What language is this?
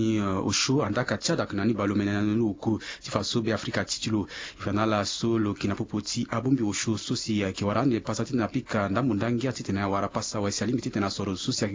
Sango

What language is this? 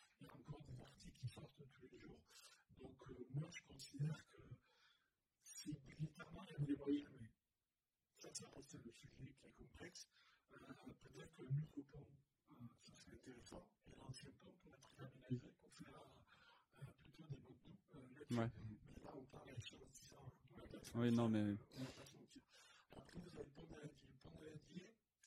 French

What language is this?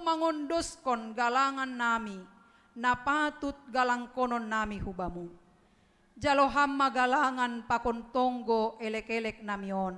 Batak Simalungun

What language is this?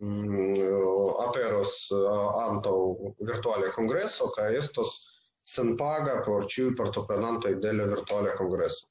Esperanto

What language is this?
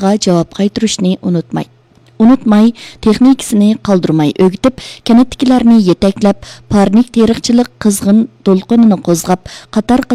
Uyghur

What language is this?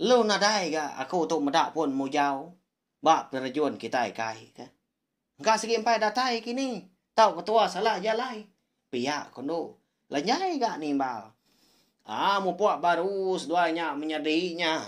Iban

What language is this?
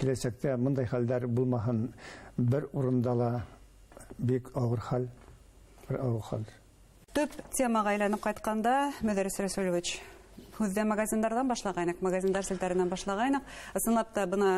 Bashkir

